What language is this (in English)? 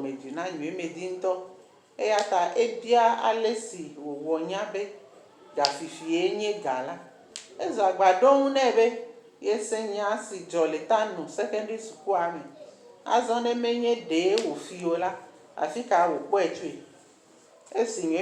Ewe